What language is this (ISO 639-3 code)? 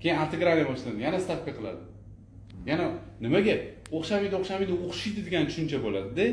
uzb